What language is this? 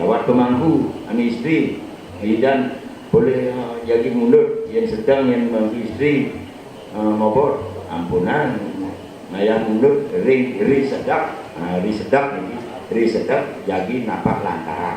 Balinese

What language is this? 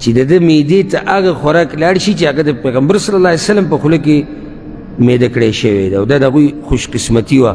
Pashto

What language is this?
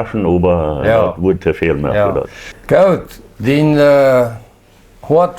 Plautdietsch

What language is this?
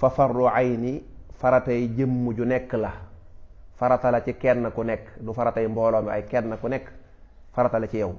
Wolof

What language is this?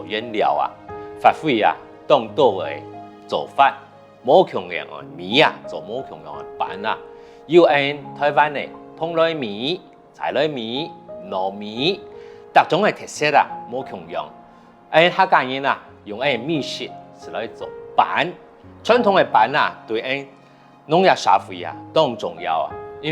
Hakka Chinese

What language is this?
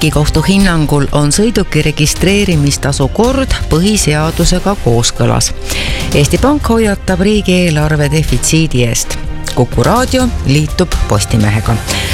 Estonian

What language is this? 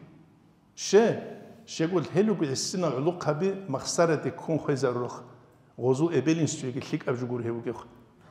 Avaric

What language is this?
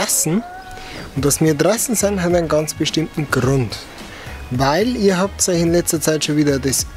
Bavarian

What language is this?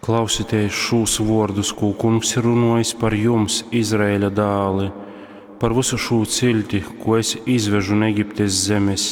Latgalian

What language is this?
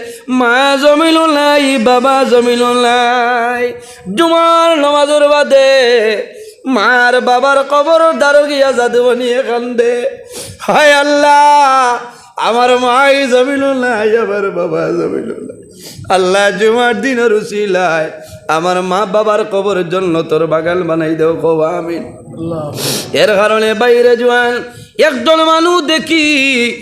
Sylheti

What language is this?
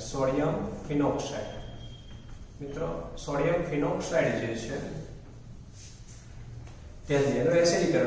Gujarati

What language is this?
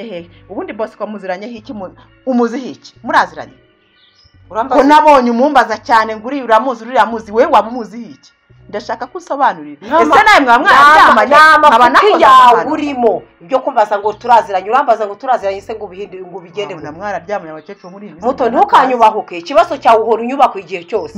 Kinyarwanda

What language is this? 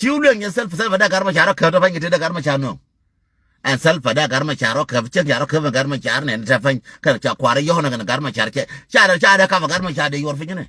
Nuer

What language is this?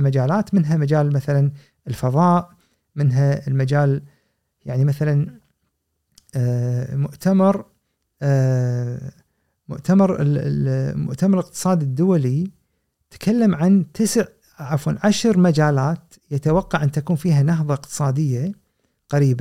Gulf Arabic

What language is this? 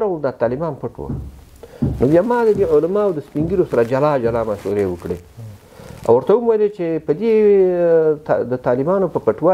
Pashto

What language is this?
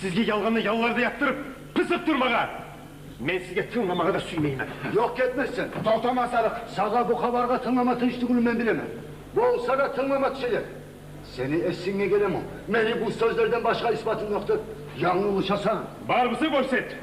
Kumyk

